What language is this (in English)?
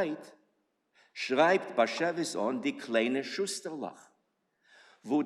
Yiddish